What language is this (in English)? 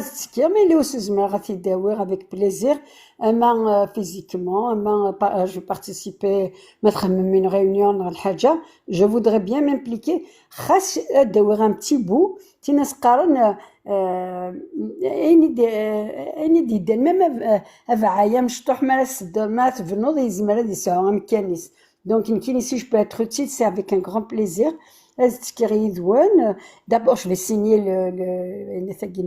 Kabyle